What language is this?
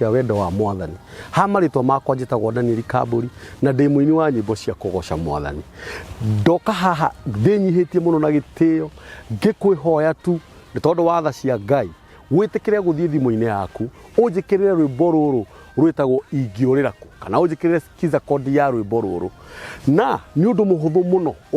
Kikuyu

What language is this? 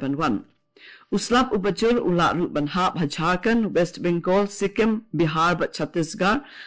Khasi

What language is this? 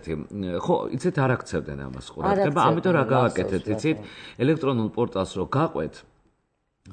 Georgian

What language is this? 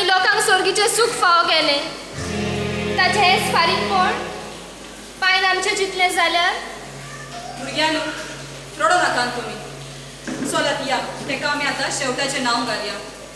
Konkani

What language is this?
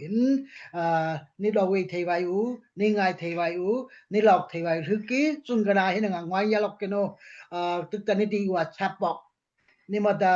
Daai Chin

